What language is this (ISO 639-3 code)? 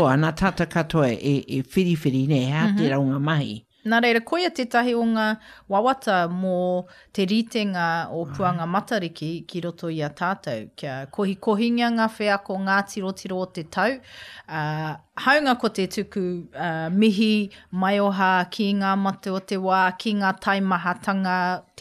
mri